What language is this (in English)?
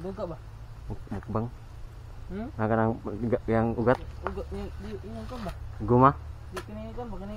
Cebuano